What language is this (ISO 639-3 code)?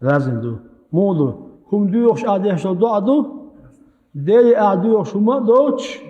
che